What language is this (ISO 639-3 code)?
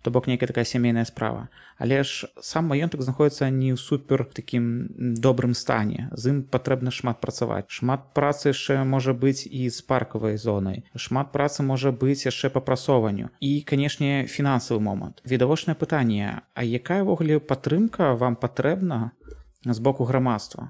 bel